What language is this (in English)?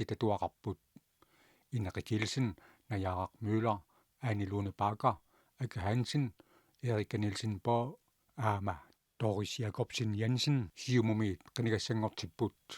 Kalaallisut